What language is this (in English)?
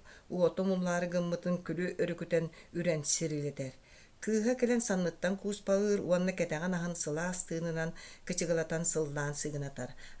Yakut